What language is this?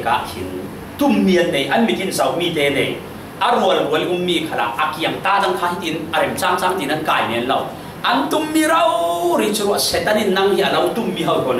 Falam Chin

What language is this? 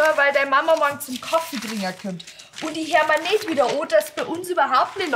Bavarian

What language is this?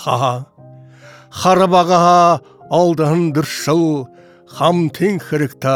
Buriat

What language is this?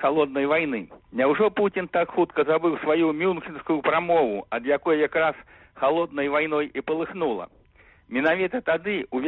Belarusian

